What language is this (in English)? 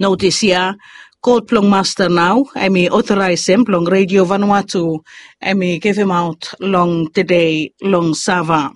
Bislama